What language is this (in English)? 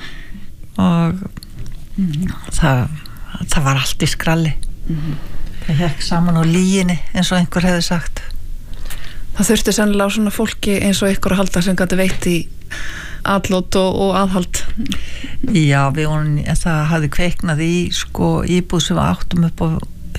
Icelandic